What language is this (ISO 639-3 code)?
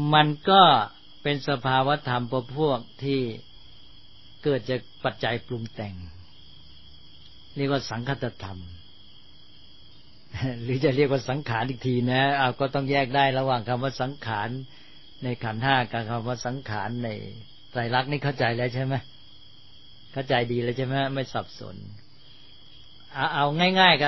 tha